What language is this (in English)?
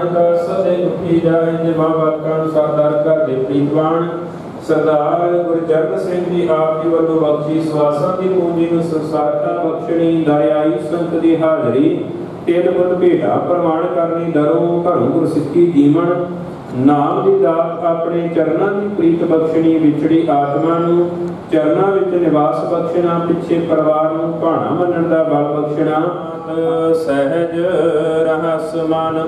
Punjabi